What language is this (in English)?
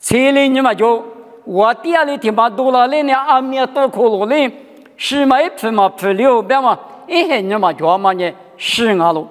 Lisu